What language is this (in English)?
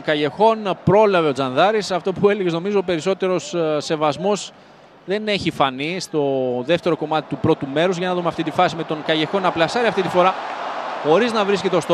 Greek